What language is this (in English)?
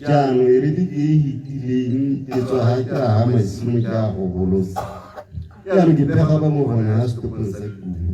Tswana